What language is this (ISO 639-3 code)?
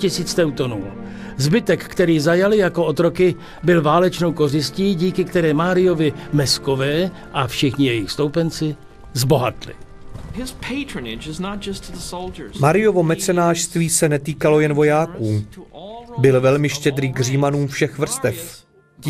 ces